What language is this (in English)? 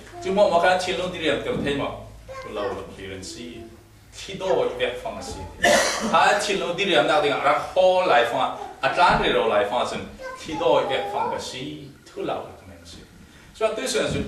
Falam Chin